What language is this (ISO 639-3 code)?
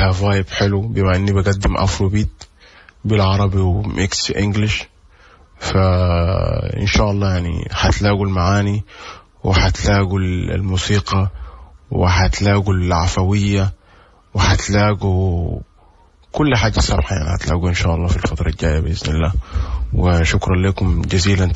apd